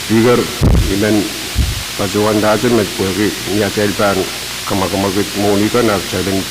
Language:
Pohnpeian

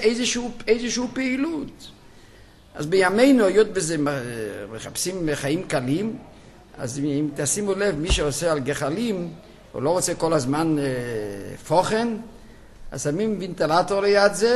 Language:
Hebrew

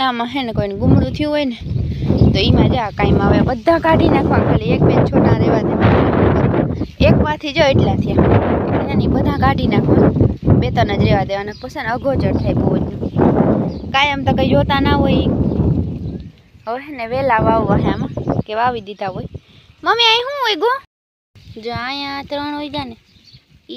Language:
Gujarati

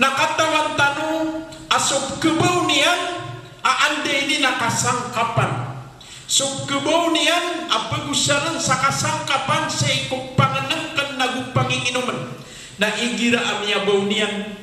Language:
Maranao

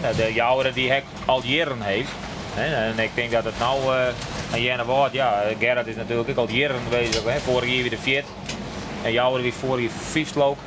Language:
Western Frisian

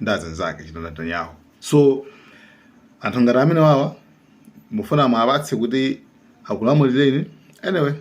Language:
Nyanja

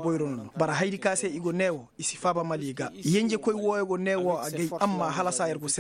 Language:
Koyraboro Senni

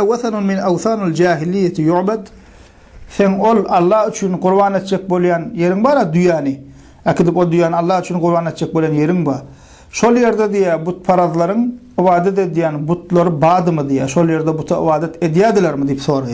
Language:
Turkmen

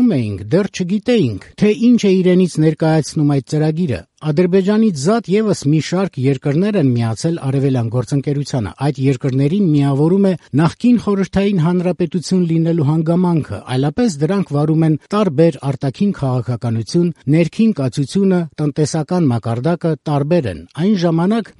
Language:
Armenian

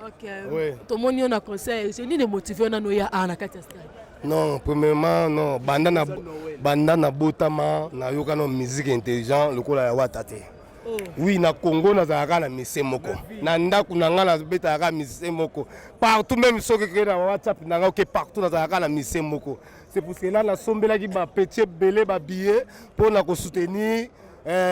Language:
Lingala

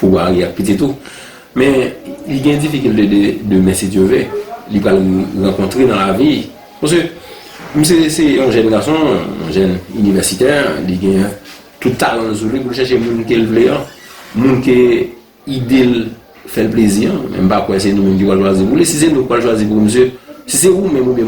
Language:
Haitian Creole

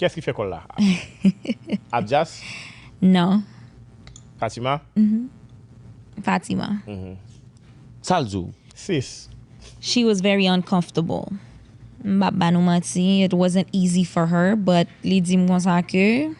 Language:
Haitian Creole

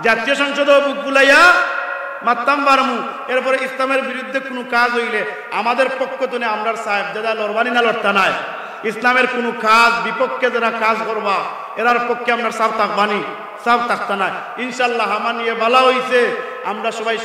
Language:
Sylheti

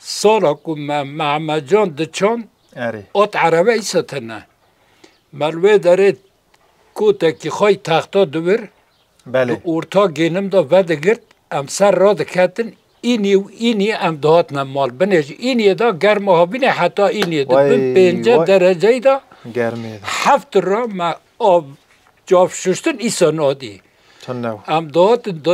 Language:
Kurdish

